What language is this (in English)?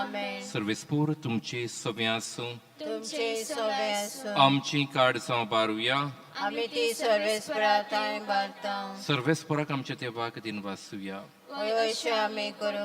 Konkani